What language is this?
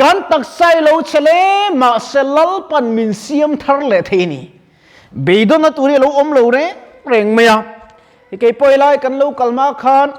Mizo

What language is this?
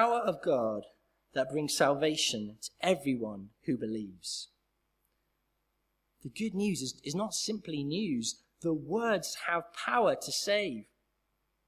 English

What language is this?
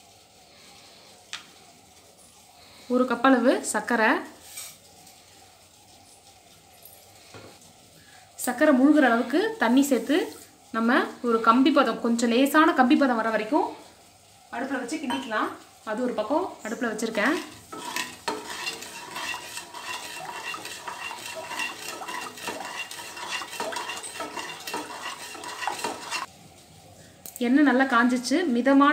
Tamil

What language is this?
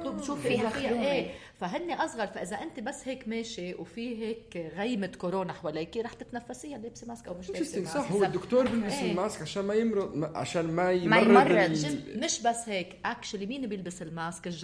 North Levantine Arabic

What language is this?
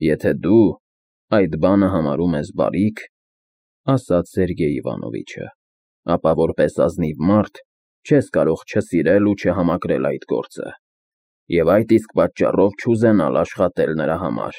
Armenian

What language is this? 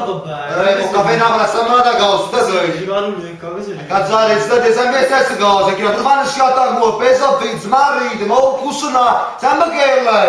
Neapolitan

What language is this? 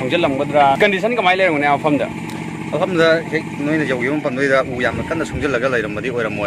Manipuri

